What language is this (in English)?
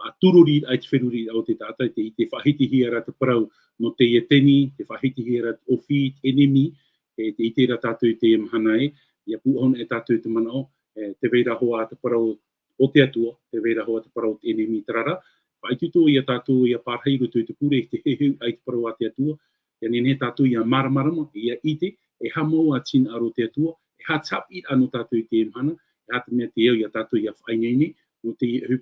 Tahitian